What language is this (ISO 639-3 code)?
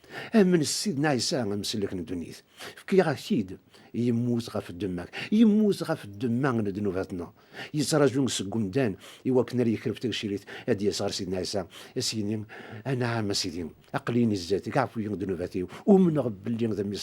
kab